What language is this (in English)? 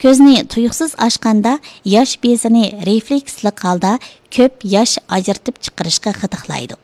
Uyghur